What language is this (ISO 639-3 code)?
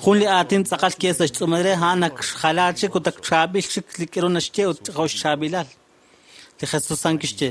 kek